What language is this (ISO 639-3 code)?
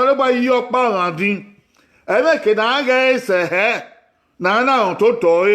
bin